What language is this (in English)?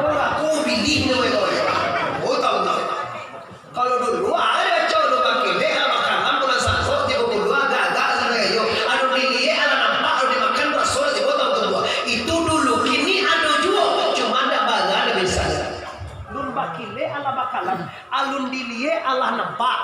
Minangkabau